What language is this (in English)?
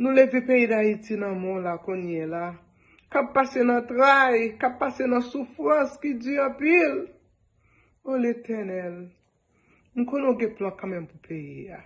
Haitian Creole